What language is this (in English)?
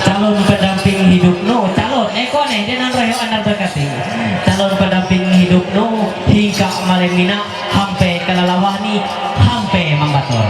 Ma'anyan